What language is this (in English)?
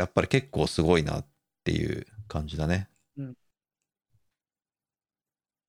Japanese